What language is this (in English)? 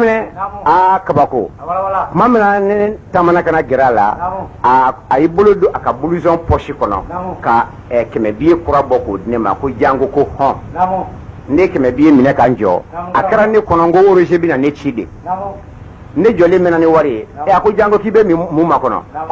Bambara